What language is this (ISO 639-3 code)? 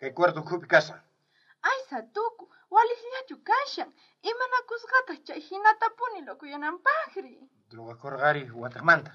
quh